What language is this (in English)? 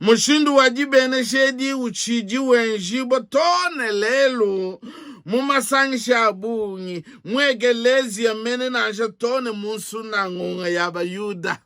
Luba-Lulua